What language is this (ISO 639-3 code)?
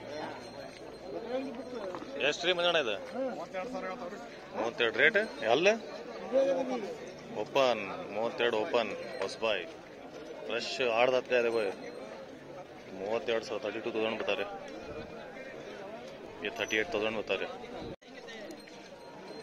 kan